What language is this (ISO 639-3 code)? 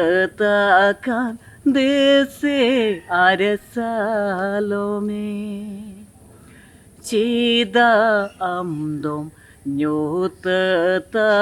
sat